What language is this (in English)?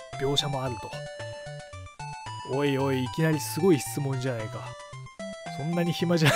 Japanese